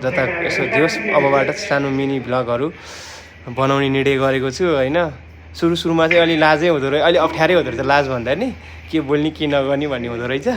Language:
Nepali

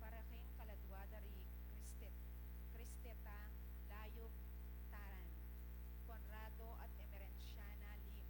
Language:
Pampanga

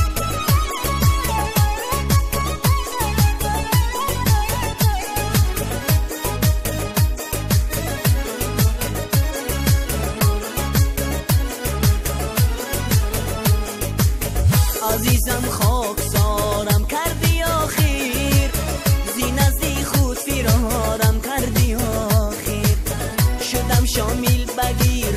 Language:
Persian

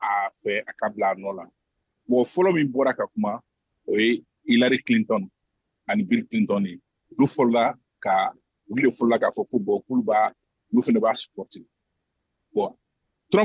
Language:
Bambara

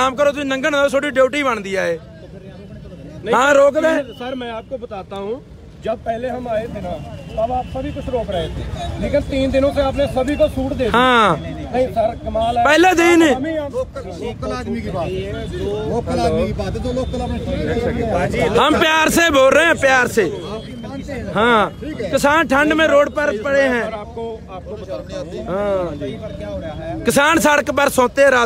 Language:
Punjabi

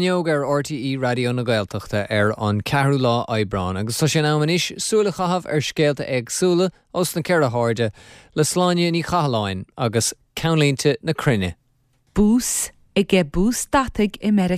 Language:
Irish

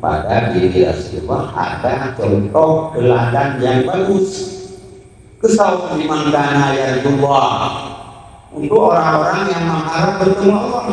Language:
Achinese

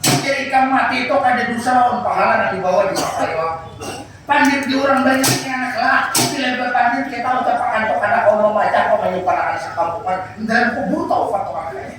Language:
Banjar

